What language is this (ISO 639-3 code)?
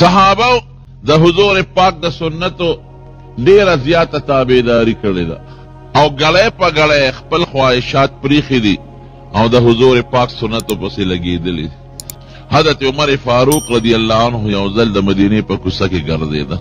pus